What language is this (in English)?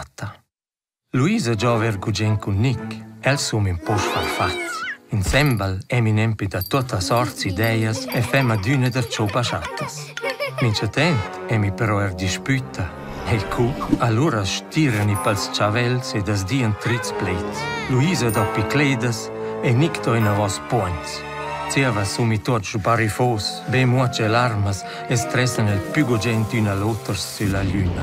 Romansh